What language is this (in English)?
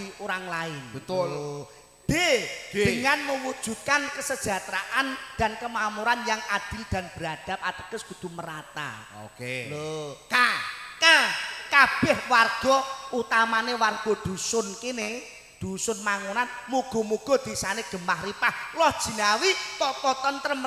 Javanese